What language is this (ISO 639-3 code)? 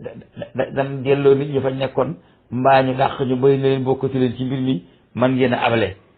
wol